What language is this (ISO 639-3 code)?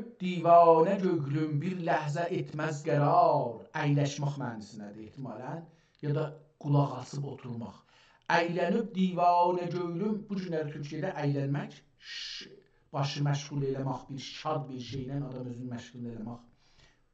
azb